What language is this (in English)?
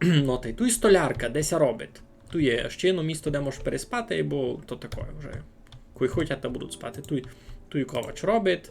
Rusyn